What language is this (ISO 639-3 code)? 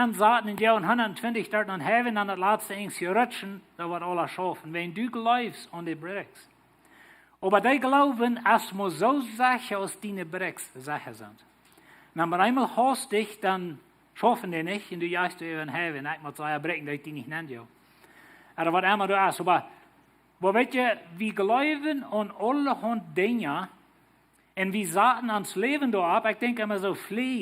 pdt